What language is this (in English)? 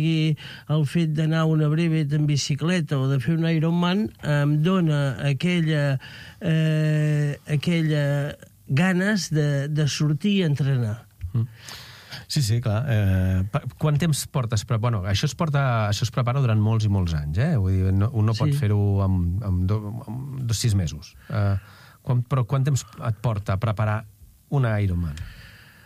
Catalan